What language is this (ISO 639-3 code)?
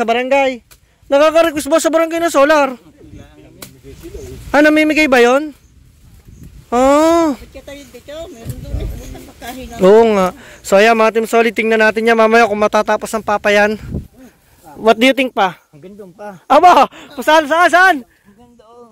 fil